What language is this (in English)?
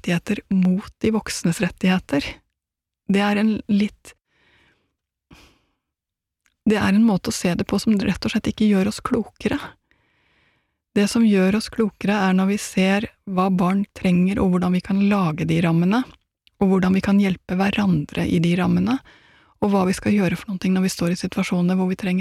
Norwegian